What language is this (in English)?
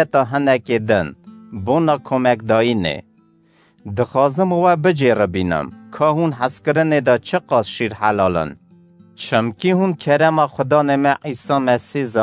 Kurdish